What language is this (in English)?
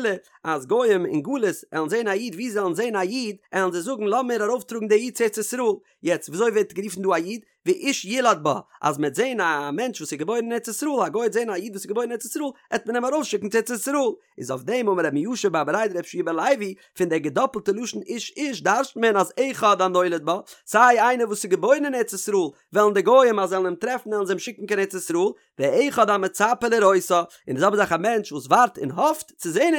Yiddish